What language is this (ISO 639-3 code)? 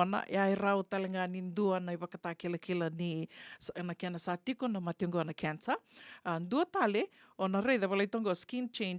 fij